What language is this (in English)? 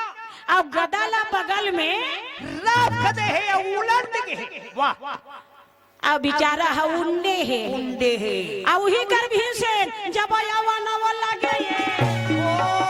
Chhattisgarhi